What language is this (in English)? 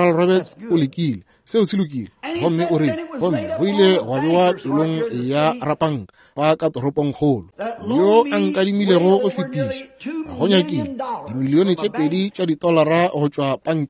Northern Sotho